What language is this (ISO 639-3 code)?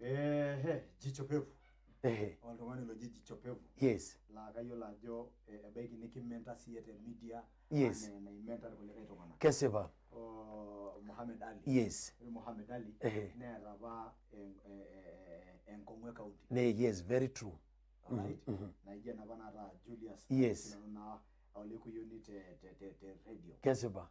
mas